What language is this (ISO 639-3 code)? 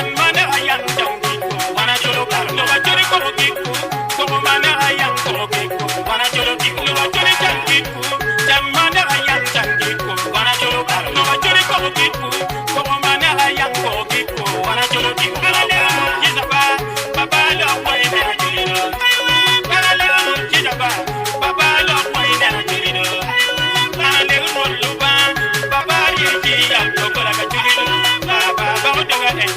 ach